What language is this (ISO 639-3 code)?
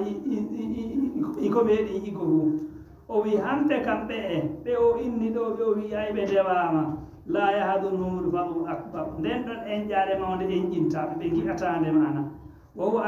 ful